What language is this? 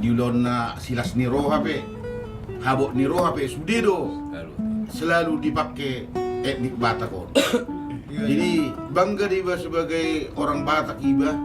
Batak Toba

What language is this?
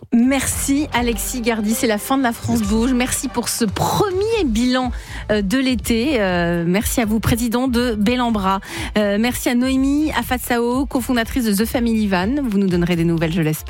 French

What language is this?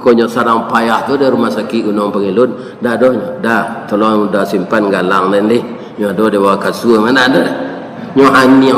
Minangkabau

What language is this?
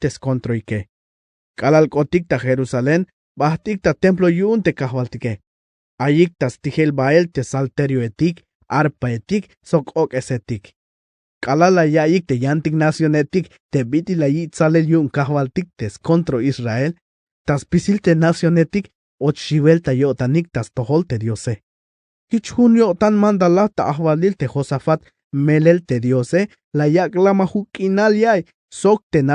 Tzeltal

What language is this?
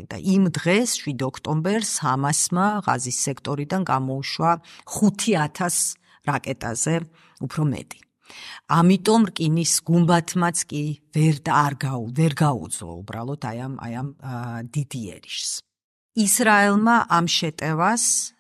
Georgian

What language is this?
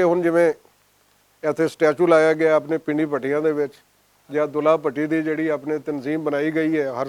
Western Panjabi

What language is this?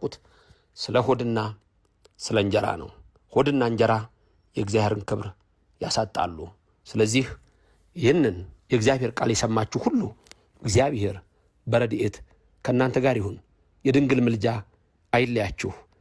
Amharic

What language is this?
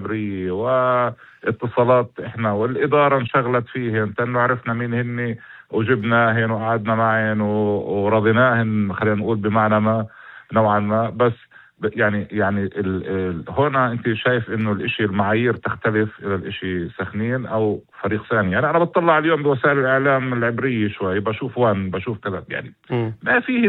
North Levantine Arabic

